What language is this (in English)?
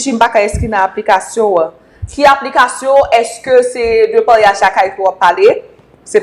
Haitian Creole